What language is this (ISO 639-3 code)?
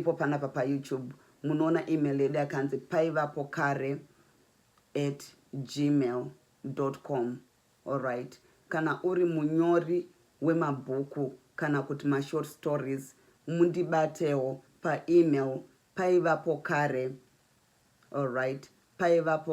sna